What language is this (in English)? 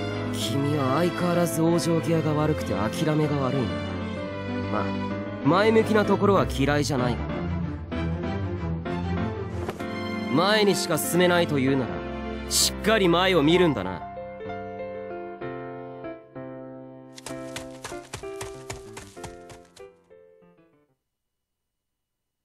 Japanese